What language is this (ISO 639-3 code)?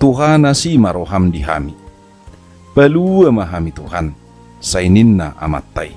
bbc